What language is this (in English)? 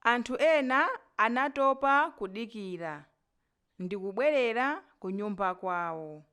Nyanja